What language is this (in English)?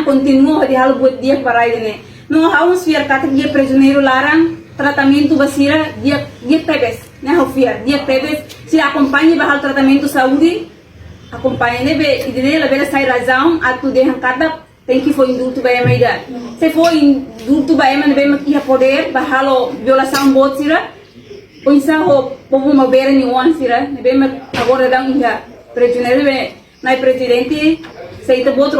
Tetum